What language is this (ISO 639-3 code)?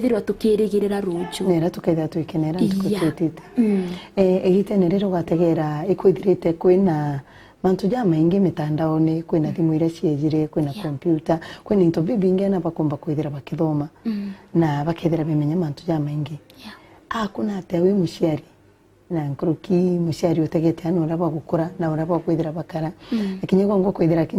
mer